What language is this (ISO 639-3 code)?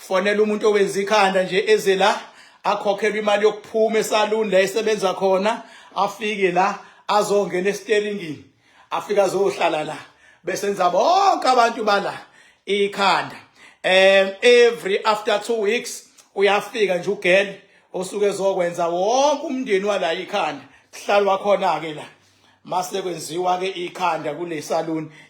zul